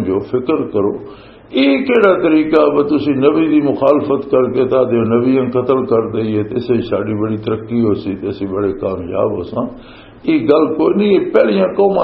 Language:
Western Panjabi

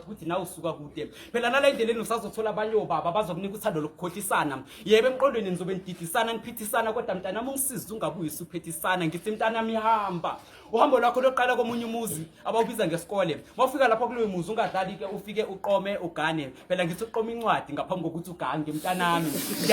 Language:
Zulu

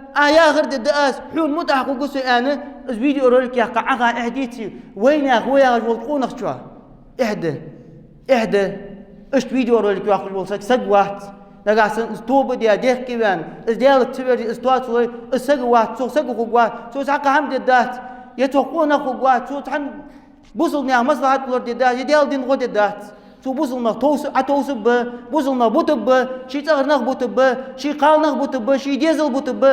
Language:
Ingush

